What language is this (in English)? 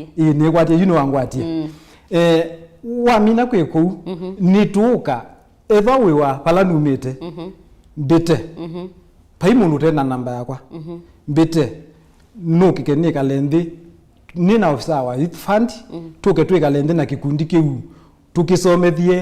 Kamba